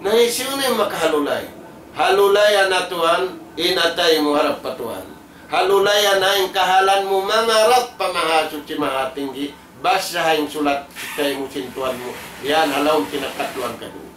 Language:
Tausug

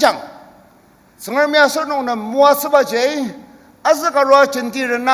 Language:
Ao Naga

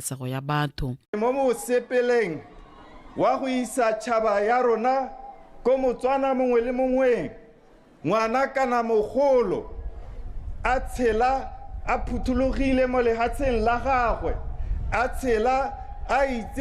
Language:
Tswana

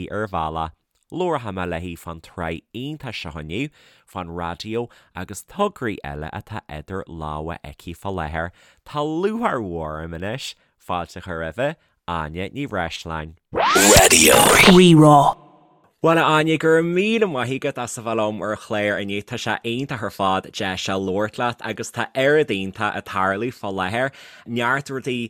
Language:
Irish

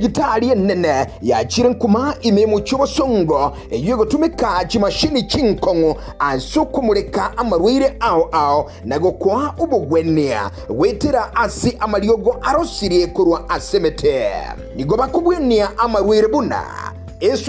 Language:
Gusii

